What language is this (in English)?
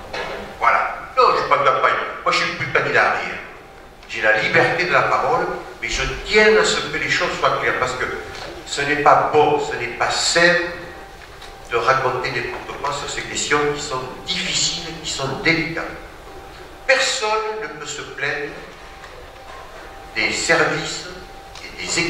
French